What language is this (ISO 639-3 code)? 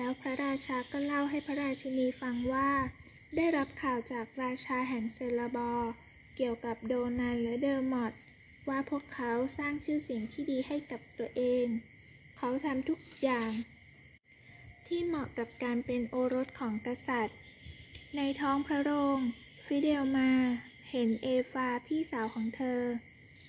tha